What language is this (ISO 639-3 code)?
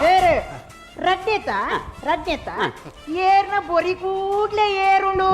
tcy